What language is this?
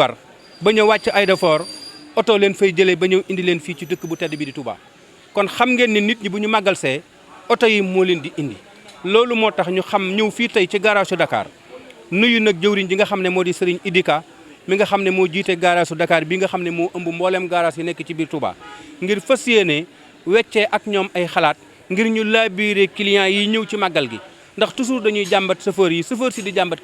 Wolof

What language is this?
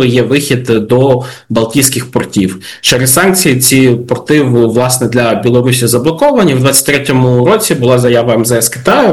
Ukrainian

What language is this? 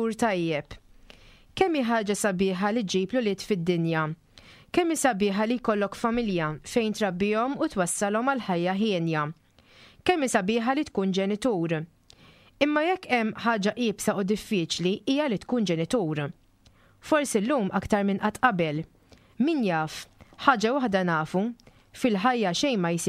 Maltese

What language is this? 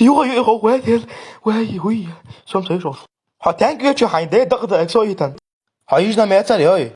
Chechen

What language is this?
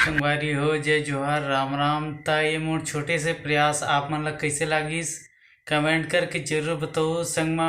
Chhattisgarhi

